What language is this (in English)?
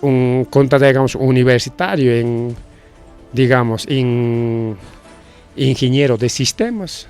Ayacucho Quechua